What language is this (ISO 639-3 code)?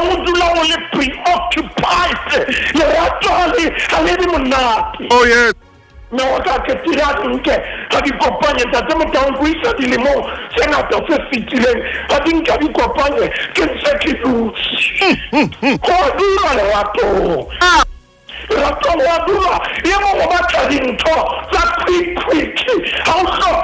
sot